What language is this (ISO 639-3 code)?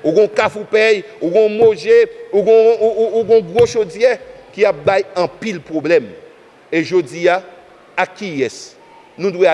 hat